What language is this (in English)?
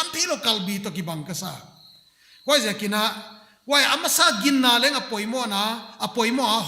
Paite Chin